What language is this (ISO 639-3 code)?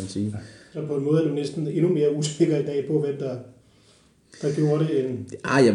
dan